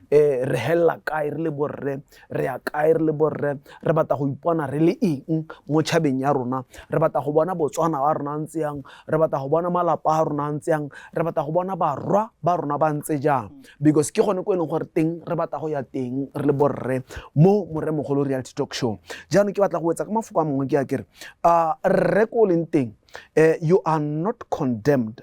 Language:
Tswana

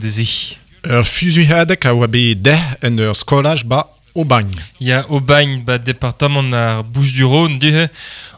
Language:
Breton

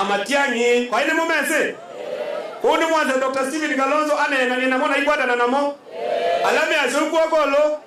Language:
Kamba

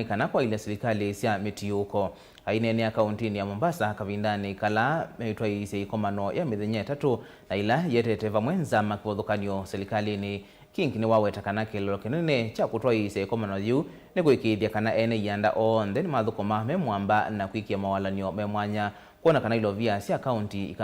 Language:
Kamba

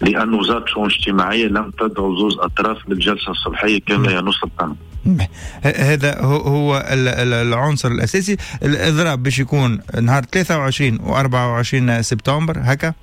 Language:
Tunisian Arabic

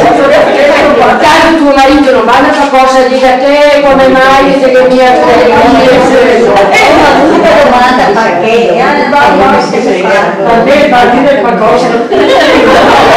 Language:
Italian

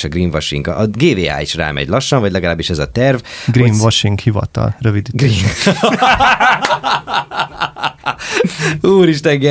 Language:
Hungarian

